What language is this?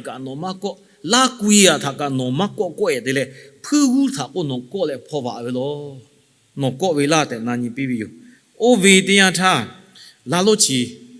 Lahu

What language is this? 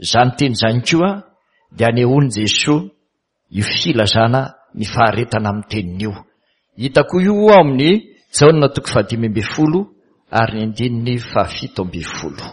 Malagasy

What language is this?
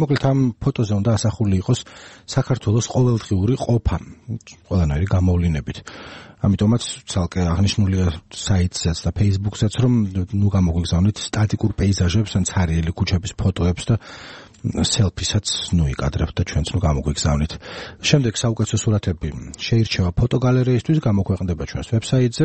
Georgian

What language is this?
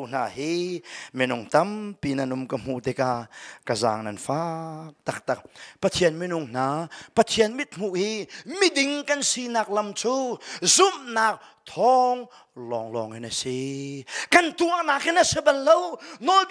Hakha Chin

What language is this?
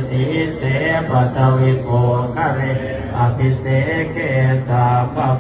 Pali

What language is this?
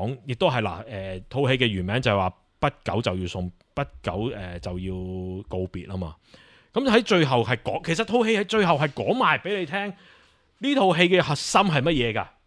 Cantonese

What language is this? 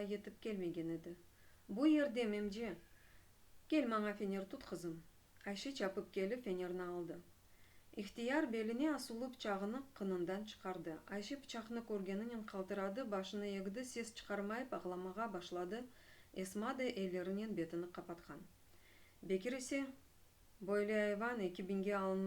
Crimean Tatar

